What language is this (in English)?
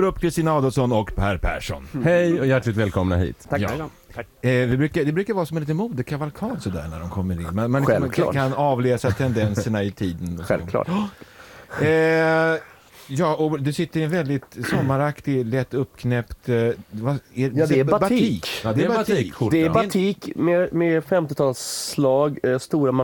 Swedish